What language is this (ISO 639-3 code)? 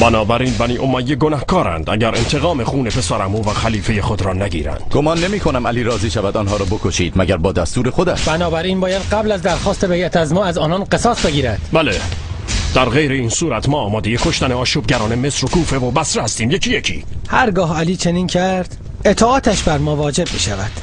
tgk